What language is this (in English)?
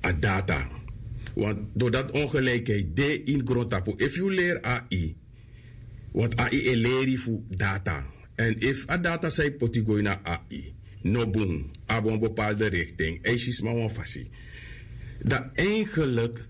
Sranan Tongo